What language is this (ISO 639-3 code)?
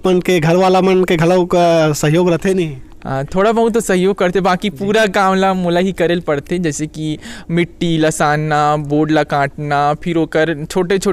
hne